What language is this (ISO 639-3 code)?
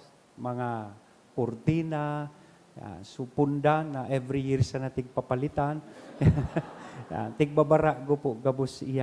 bik